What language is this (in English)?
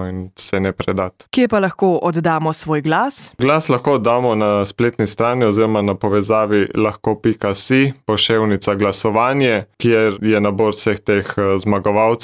Slovenian